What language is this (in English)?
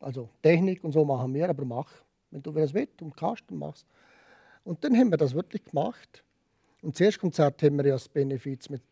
Swiss German